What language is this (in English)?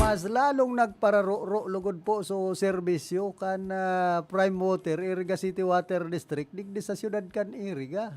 Bikol